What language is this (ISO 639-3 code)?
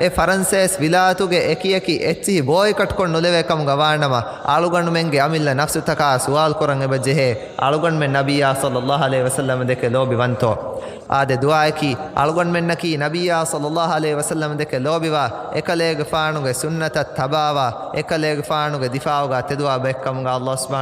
div